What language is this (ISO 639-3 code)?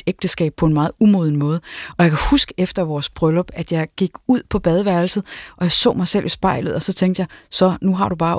dan